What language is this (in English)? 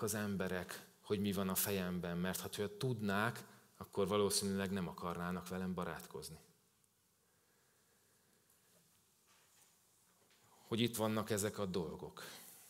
Hungarian